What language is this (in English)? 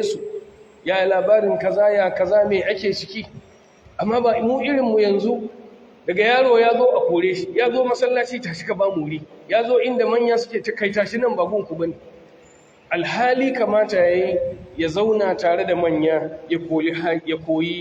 Hausa